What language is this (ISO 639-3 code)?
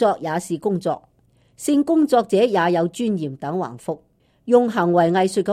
yue